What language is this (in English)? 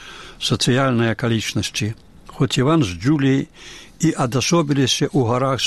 Belarusian